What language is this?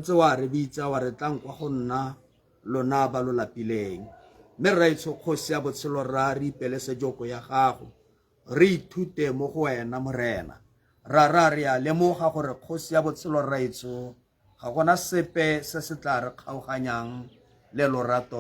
Tswana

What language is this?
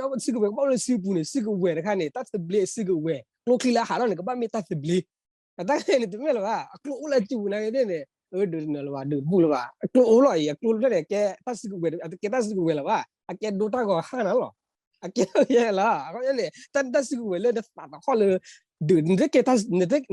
S'gaw Karen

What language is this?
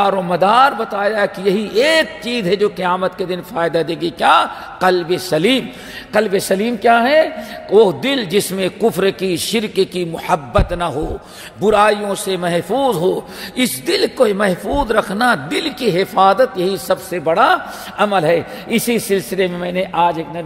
Urdu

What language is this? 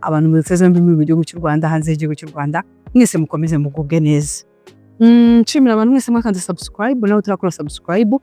Kinyarwanda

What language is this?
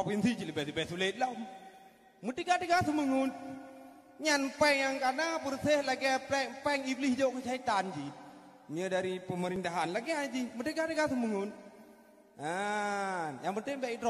Achinese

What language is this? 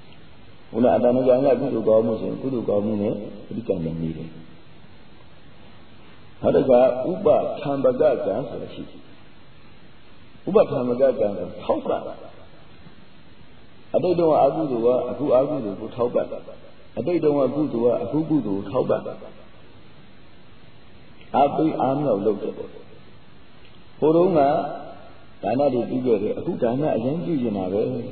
Burmese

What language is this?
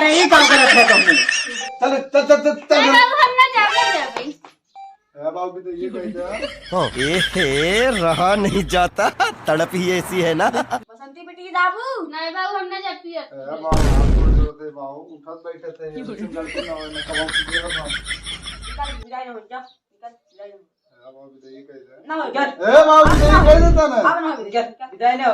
Awadhi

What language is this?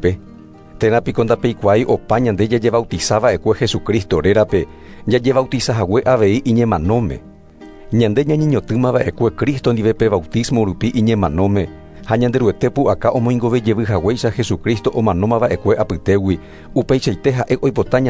Guarani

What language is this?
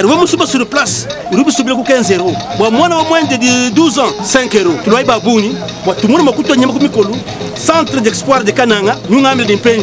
Luba-Lulua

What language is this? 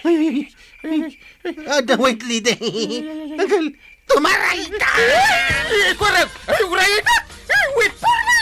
Iloko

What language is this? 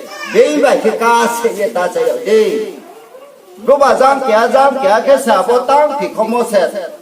Riang (India)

